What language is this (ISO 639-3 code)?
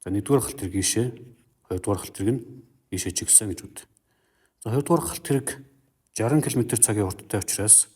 mon